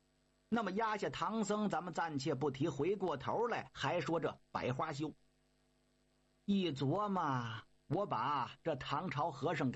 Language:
Chinese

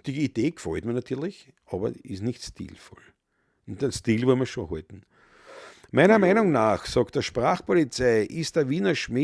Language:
Bavarian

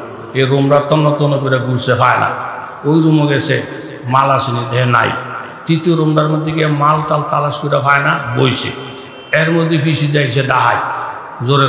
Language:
Bangla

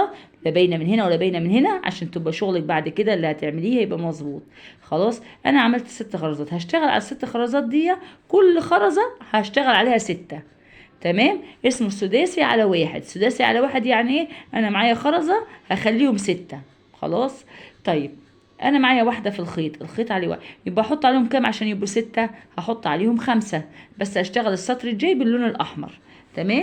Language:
Egyptian Arabic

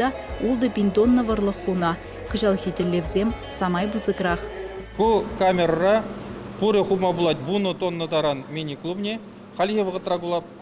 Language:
Chuvash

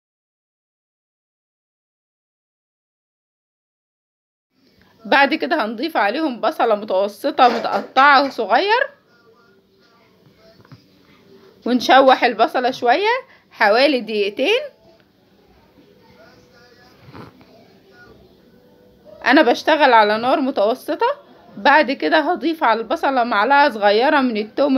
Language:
Egyptian Arabic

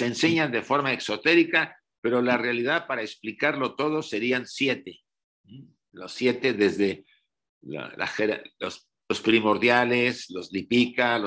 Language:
Spanish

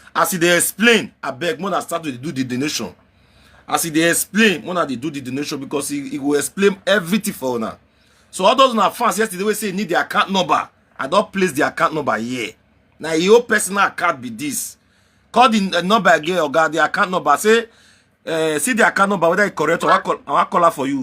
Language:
Nigerian Pidgin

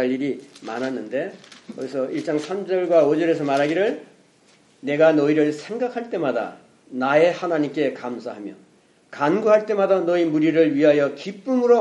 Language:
Korean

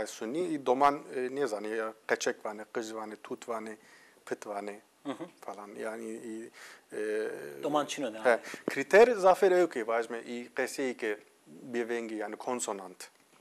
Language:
Zaza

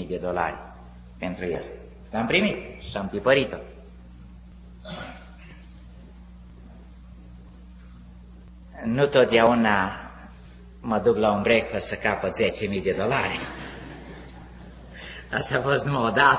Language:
Romanian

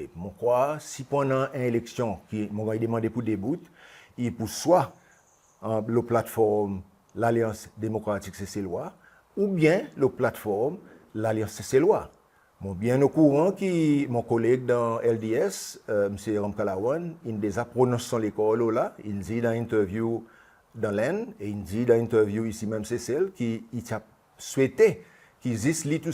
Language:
Seselwa Creole French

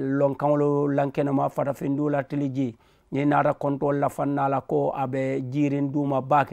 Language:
Mandingo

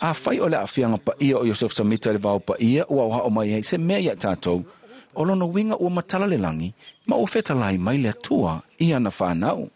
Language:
Samoan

